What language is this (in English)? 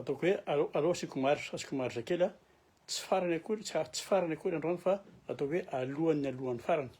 Malagasy